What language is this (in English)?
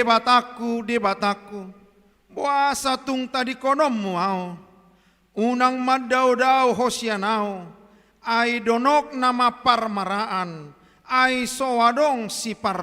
Batak Toba